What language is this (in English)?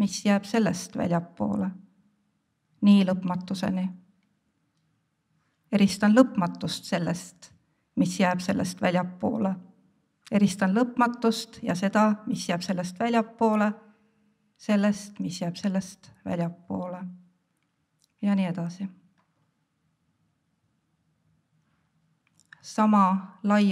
Estonian